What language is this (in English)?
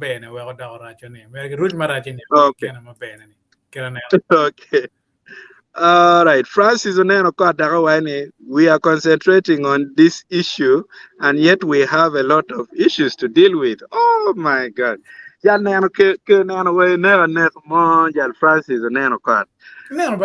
Acoli